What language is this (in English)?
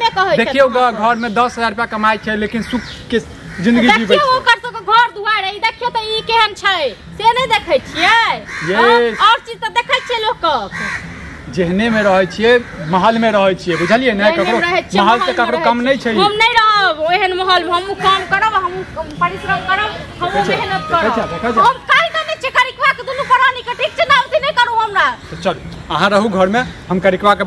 Maithili